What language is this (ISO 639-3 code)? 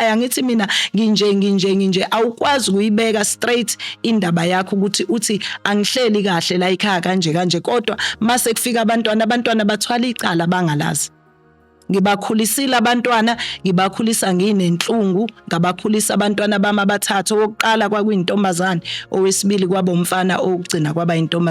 zul